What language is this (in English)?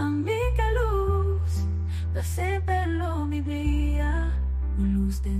Papiamento